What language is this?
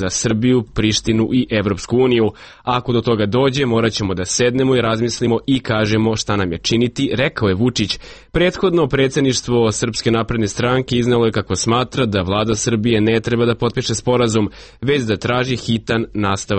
Serbian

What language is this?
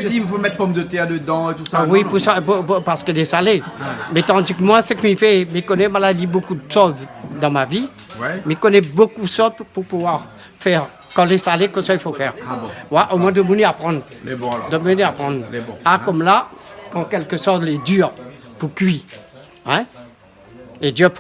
Réunion Creole French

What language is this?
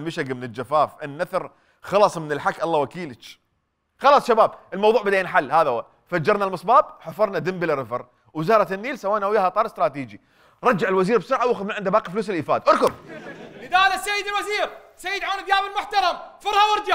Mesopotamian Arabic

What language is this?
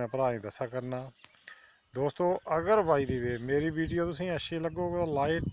Dogri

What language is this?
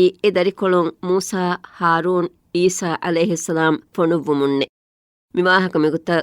Divehi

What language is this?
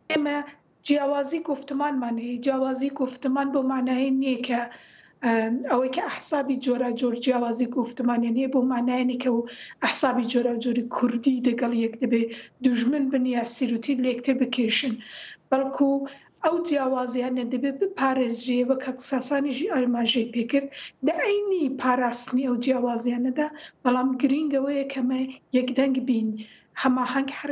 Central Kurdish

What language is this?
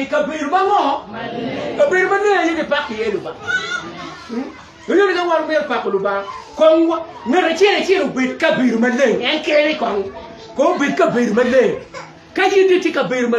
Acoli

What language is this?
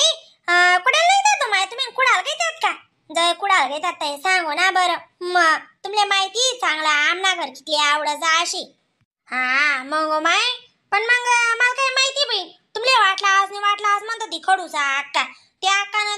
Khandesi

